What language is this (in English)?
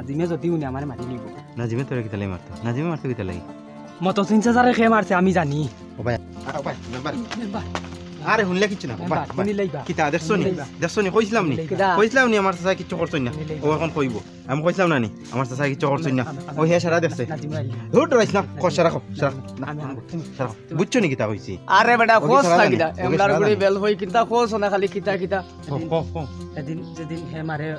Sylheti